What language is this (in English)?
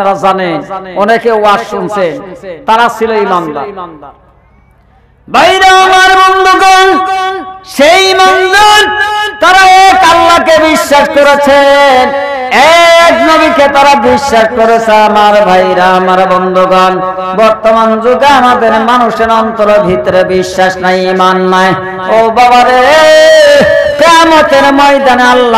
Bangla